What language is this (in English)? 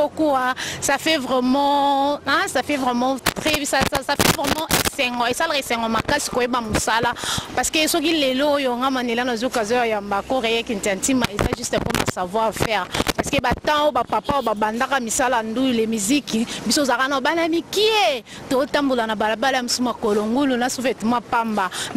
Lingala